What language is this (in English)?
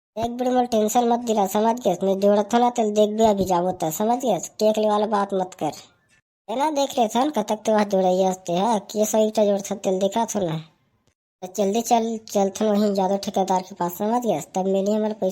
Chhattisgarhi